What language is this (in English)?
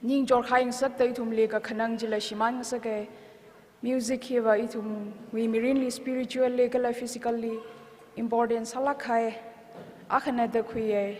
Tangkhul Naga (India)